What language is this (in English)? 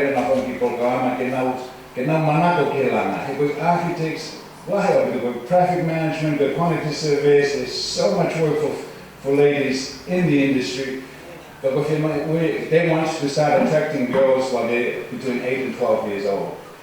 Tongan